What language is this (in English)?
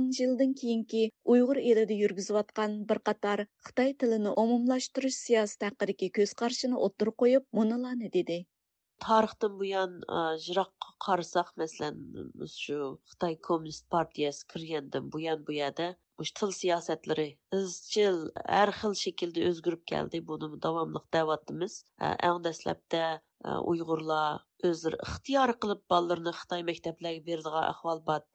Uyghur